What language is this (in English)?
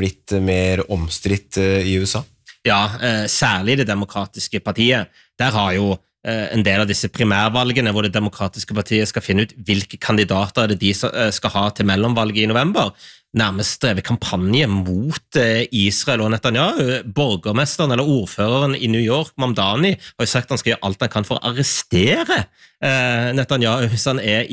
Norwegian